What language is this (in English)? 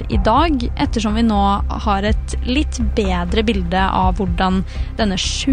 Norwegian